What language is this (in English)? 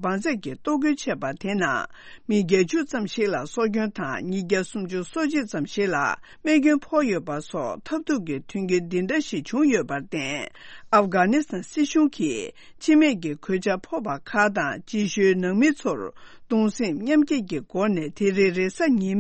Tibetan